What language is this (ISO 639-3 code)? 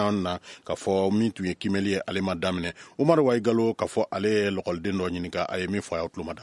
bam